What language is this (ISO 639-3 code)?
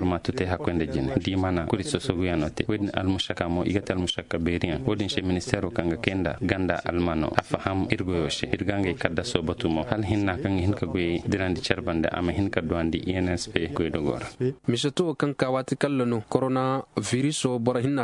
dje